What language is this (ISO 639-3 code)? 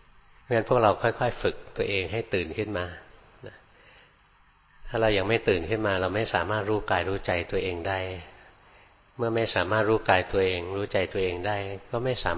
tha